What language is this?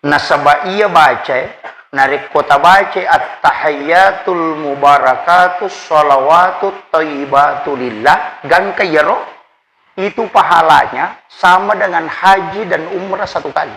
Buginese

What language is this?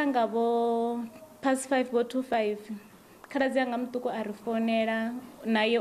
Venda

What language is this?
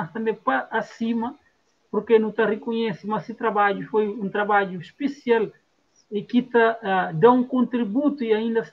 Kabuverdianu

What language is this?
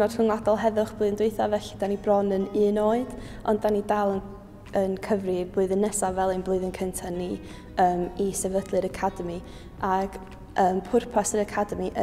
Welsh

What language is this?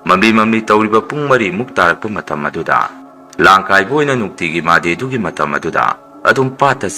Manipuri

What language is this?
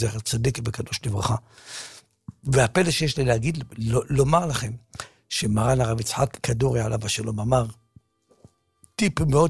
Hebrew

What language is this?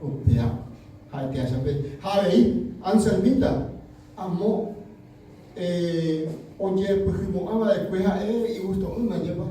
Guarani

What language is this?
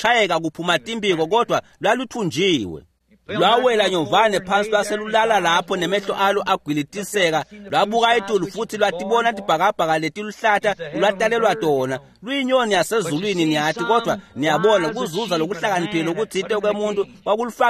Swati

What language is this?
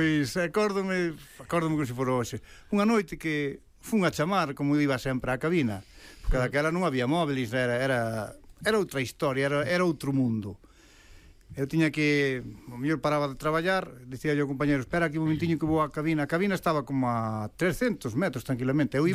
Galician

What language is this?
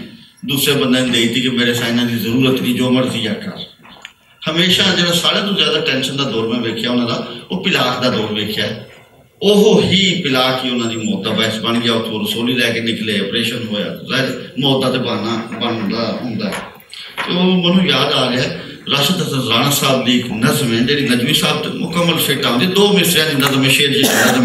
Western Panjabi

